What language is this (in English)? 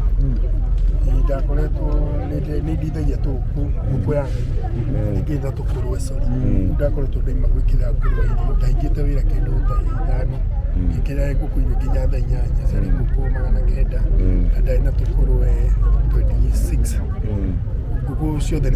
Kikuyu